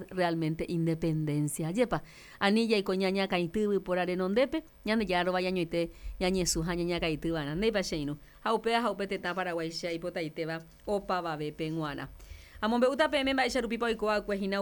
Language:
Guarani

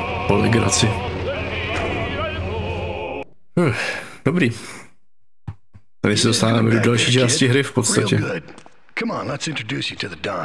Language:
Czech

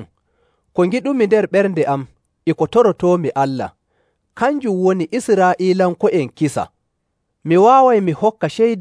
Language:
Nigerian Fulfulde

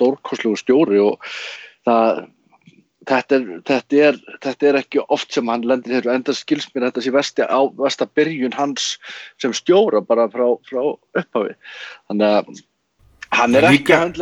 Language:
Icelandic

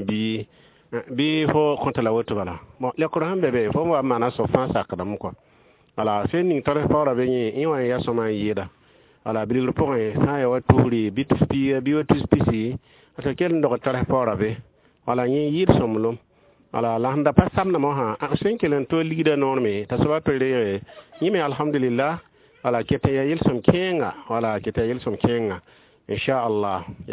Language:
Mossi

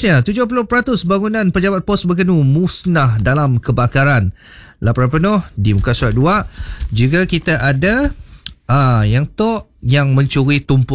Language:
Malay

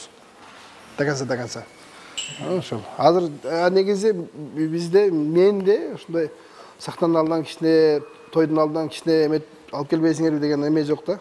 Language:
Kyrgyz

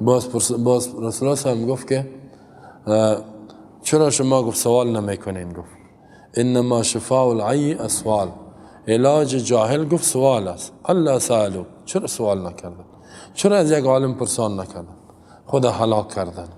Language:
Persian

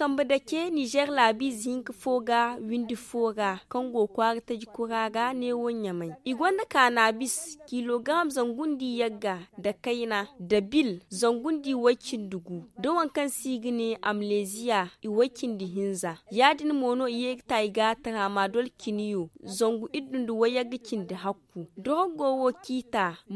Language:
Zarma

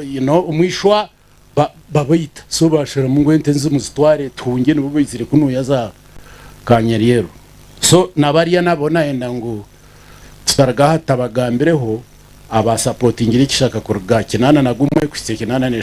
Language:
Nyankole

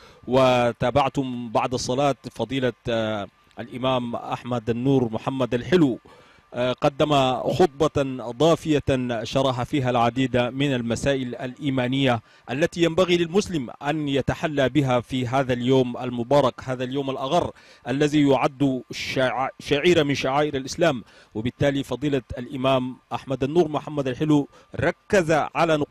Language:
Arabic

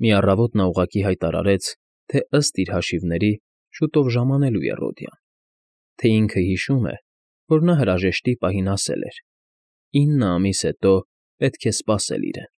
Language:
Armenian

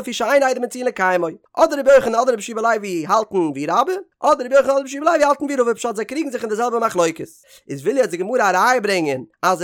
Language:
Yiddish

